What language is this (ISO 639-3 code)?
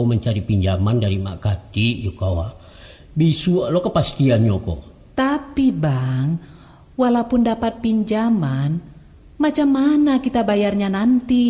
min